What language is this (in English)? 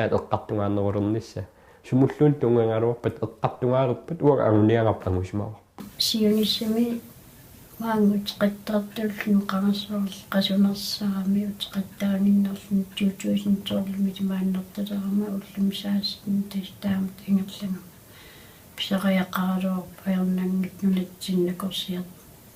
Kalaallisut